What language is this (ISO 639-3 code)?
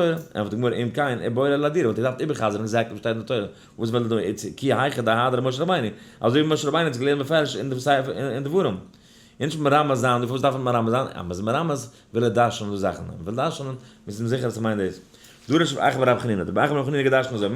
yid